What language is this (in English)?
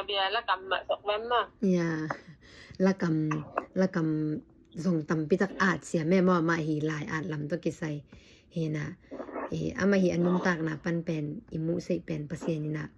Tedim Chin